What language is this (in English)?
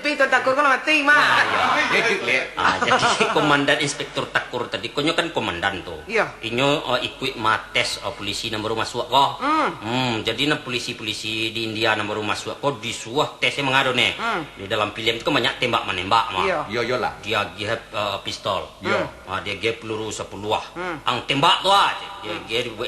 Minangkabau